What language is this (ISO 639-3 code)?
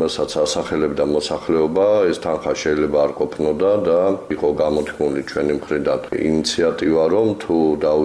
kat